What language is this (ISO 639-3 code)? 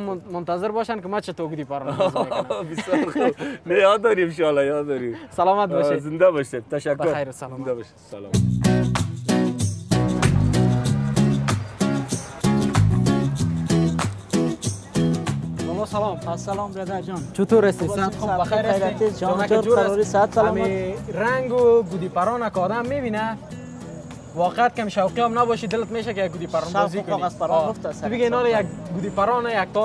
fas